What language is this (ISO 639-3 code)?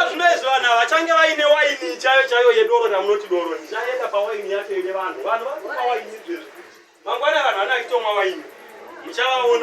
sna